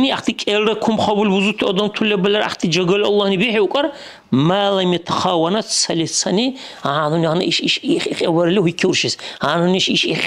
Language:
Dargwa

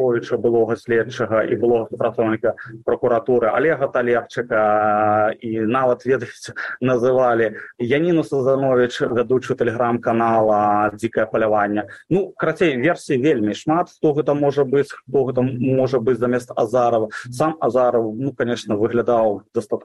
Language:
Belarusian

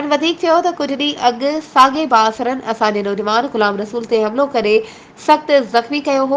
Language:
Sindhi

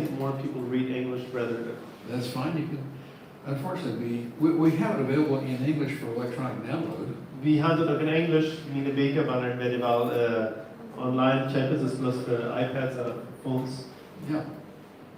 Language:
Plautdietsch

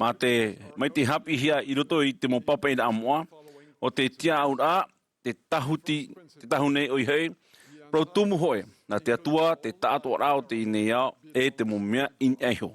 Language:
Tahitian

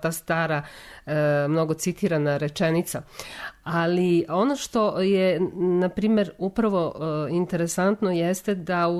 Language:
Serbian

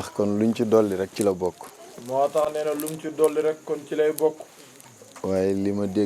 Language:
Wolof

